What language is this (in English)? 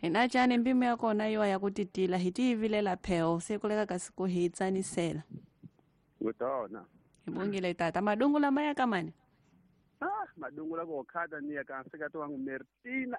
Tsonga